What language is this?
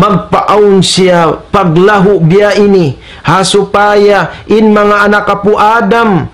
Tausug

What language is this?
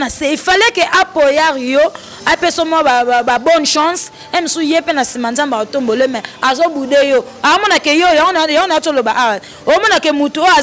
Lingala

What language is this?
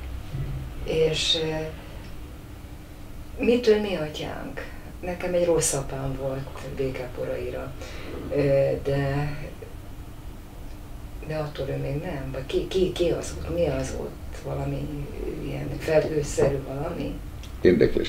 Hungarian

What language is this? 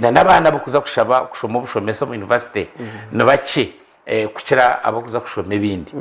Nyankole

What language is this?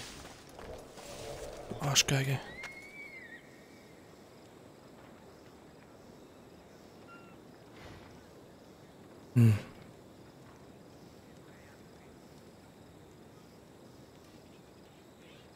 German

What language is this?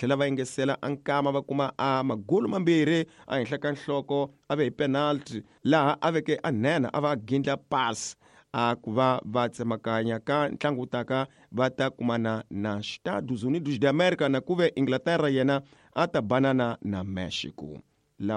Tsonga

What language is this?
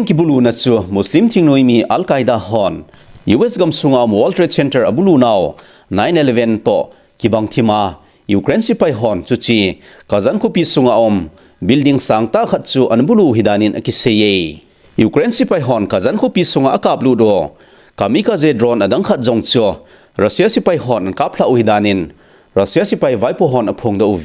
Thado Chin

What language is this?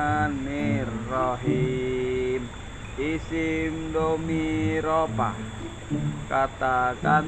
Betawi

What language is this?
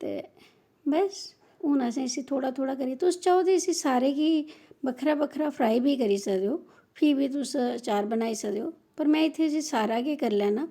Dogri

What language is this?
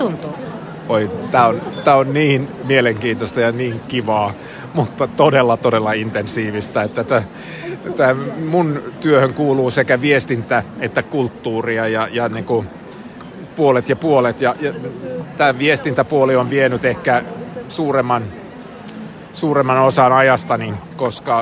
Finnish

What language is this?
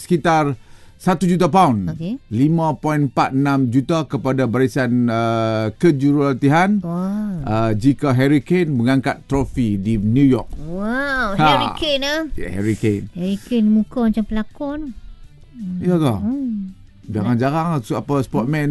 Malay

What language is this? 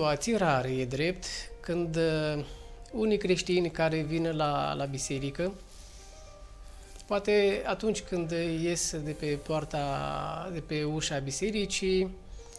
Romanian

